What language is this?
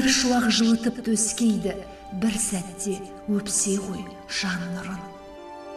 Kazakh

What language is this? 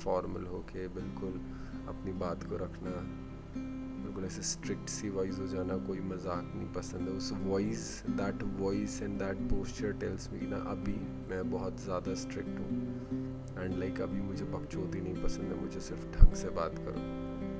Hindi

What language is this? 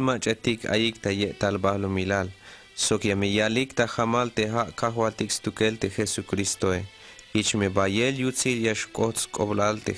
Tzeltal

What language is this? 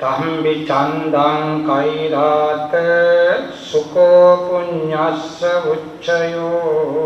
Sinhala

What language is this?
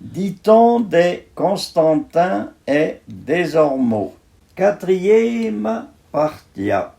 Arpitan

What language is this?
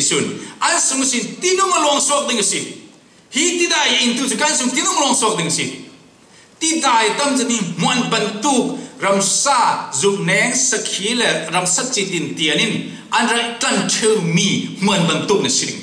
Falam Chin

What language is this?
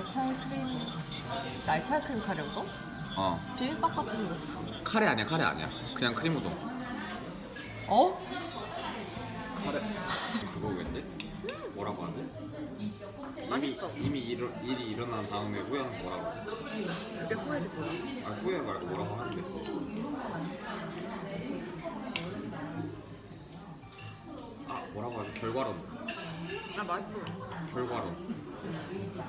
Korean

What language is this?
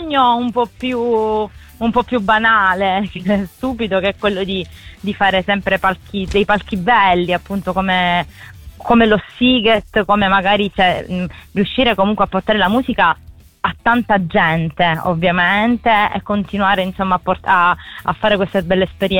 Italian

